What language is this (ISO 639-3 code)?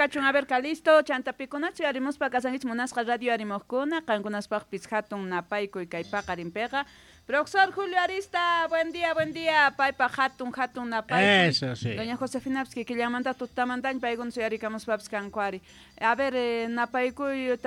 que